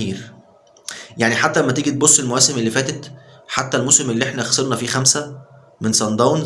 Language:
Egyptian Arabic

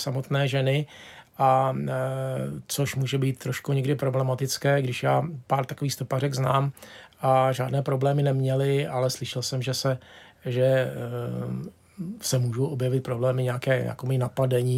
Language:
Czech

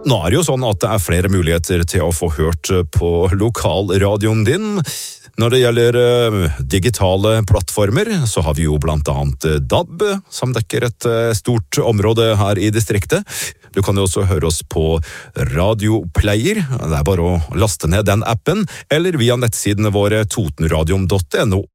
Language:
Norwegian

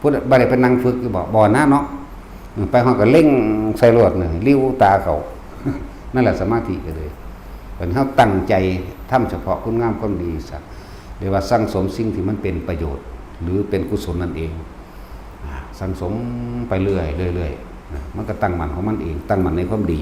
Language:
Northeastern Thai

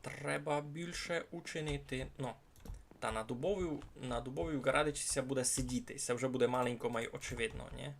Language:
Rusyn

